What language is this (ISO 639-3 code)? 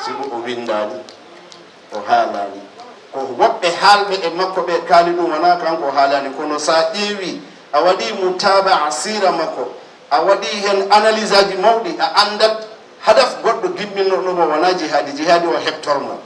ful